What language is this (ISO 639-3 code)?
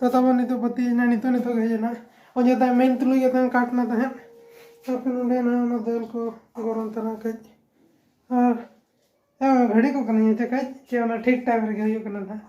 sat